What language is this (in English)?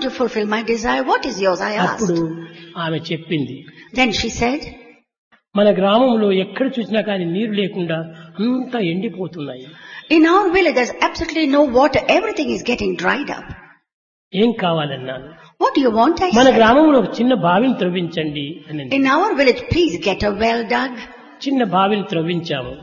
Telugu